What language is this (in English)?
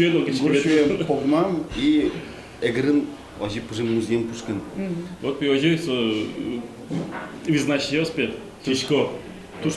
Udmurt